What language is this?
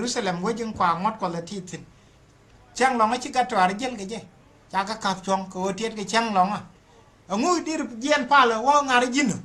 Nuer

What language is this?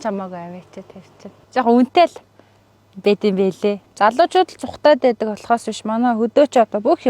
Mongolian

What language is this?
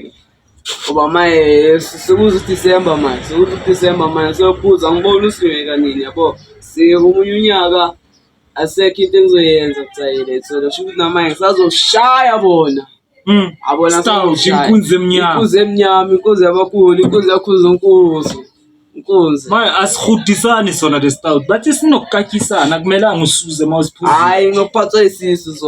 Zulu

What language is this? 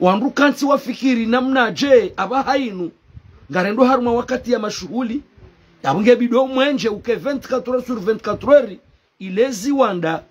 Ngazidja Comorian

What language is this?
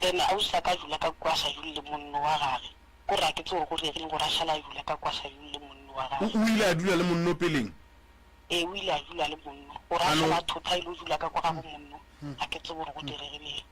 Northern Sotho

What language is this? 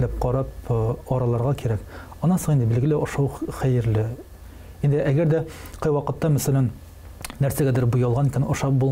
Tatar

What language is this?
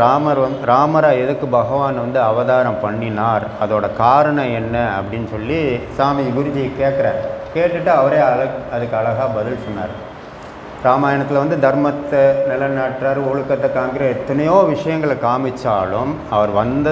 Tamil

